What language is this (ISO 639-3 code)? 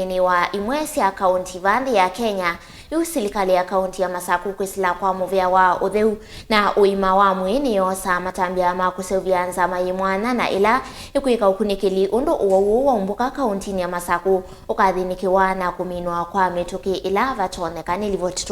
kam